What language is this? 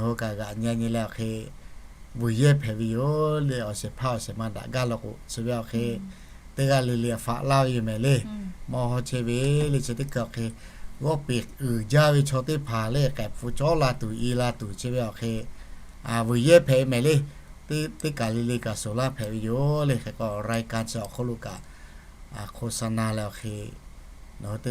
Lahu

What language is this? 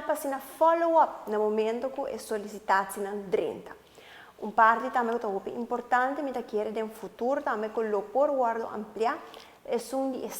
Papiamento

